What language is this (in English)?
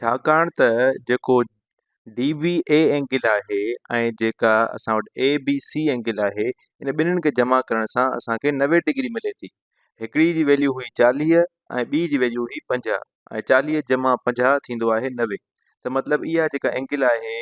Sindhi